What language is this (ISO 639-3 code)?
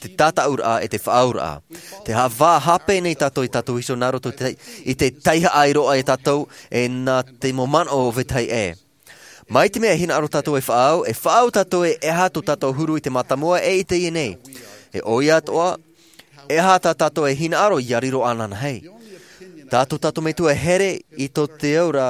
tah